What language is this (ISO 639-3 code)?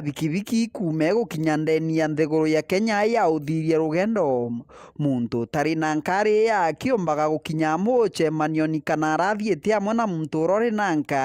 mer